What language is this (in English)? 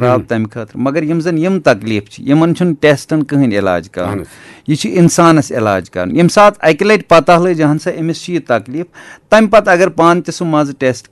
Kashmiri